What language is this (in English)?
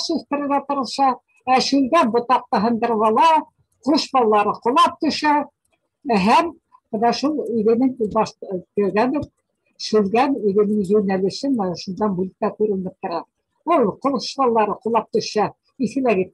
Bashkir